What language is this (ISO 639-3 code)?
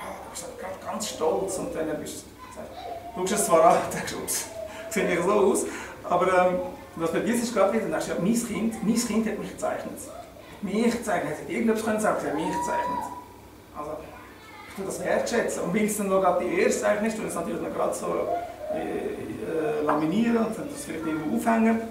gsw